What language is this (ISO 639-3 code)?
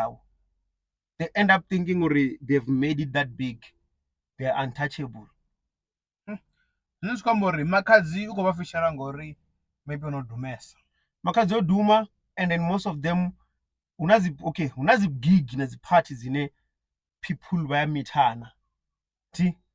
ven